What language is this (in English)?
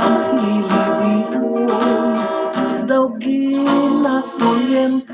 Hiligaynon